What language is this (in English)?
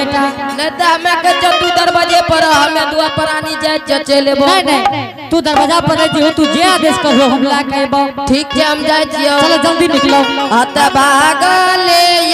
Angika